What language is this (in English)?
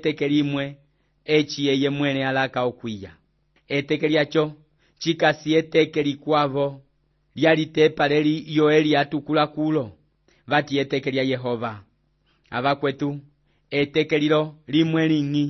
Umbundu